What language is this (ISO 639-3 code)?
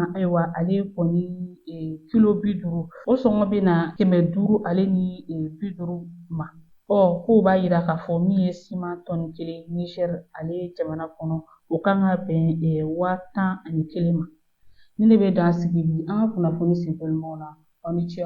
bam